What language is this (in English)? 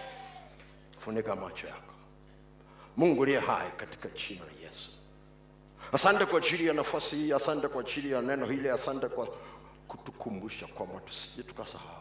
Swahili